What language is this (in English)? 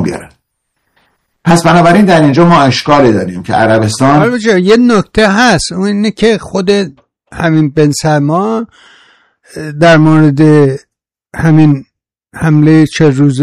Persian